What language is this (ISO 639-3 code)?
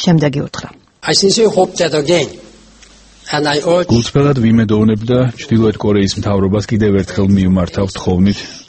kat